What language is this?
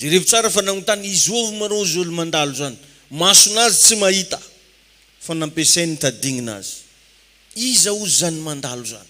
Malagasy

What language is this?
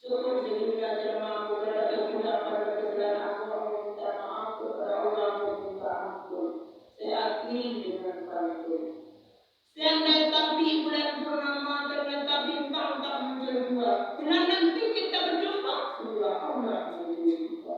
Minangkabau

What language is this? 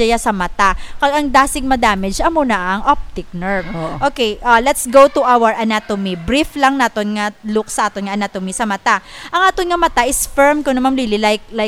Hiligaynon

